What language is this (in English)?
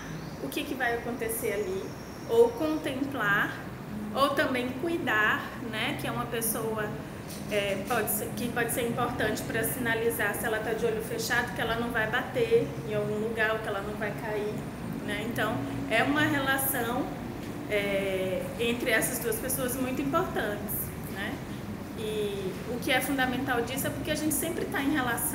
Portuguese